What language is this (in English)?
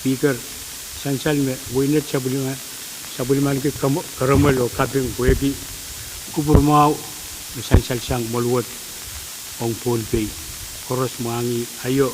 Pohnpeian